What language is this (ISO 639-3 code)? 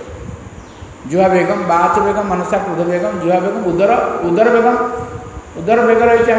ori